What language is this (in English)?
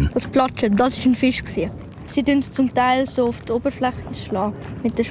German